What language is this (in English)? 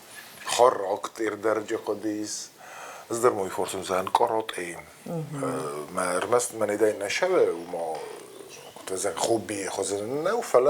Ossetic